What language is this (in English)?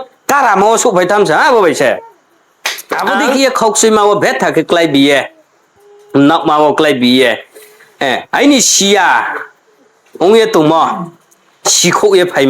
Riang (India)